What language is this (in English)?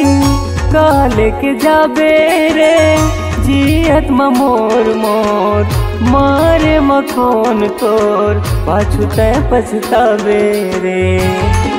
Chhattisgarhi